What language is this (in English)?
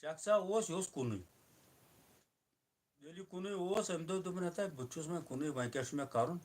Kashmiri